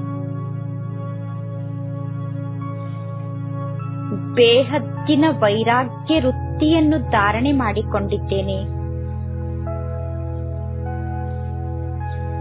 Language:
Kannada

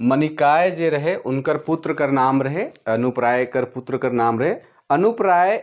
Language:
Sadri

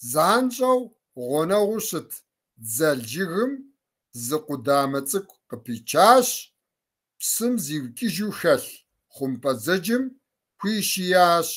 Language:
Kabardian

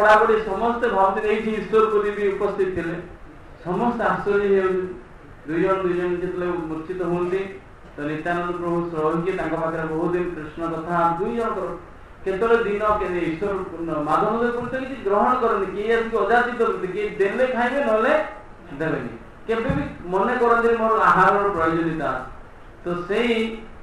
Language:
Odia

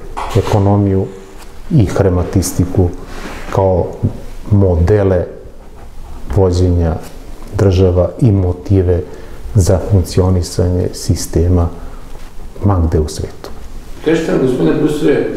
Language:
Serbian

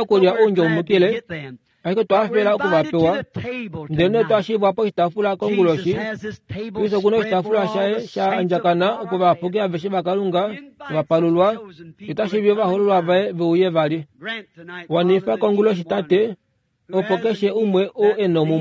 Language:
Kuanyama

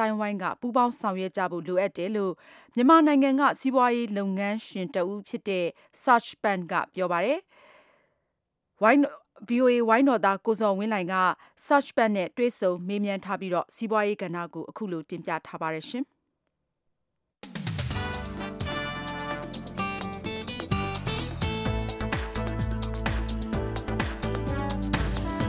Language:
Burmese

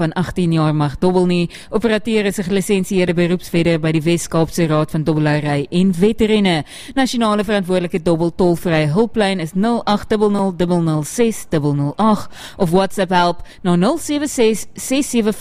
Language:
Afrikaans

